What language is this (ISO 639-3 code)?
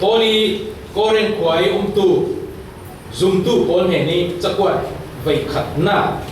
cfm